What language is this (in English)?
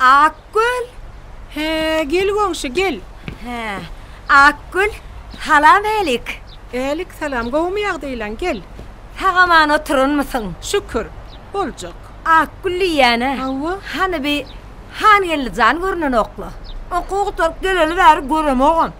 Turkmen